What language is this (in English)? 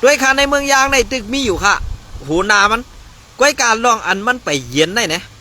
Shan